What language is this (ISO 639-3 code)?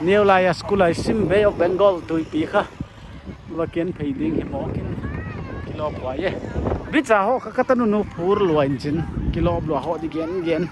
pck